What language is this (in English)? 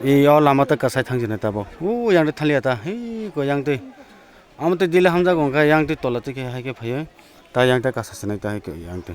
Kok Borok